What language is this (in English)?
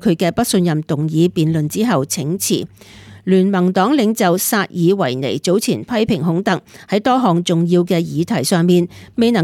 Cantonese